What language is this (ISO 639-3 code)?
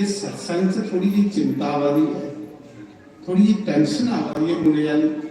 doi